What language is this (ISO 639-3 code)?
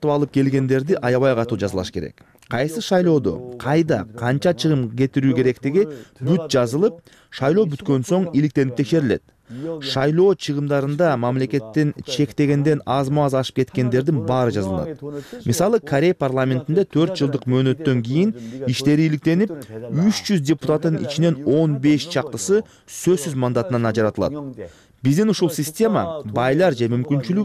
kir